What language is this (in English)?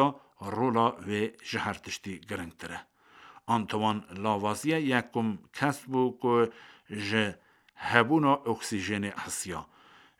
Kurdish